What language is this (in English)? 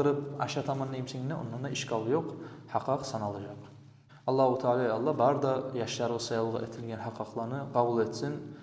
Kumyk